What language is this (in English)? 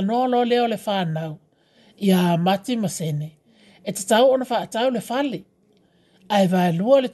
Samoan